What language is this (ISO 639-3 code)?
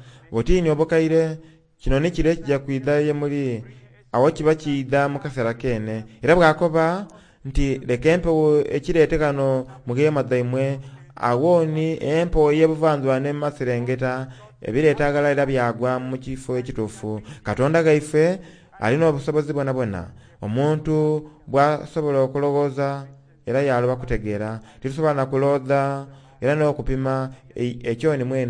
xog